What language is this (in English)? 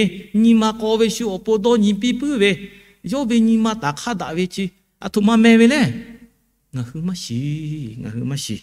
Lahu